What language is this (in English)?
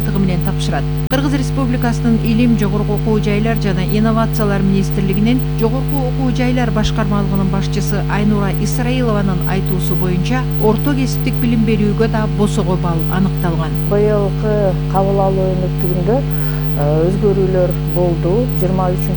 Kyrgyz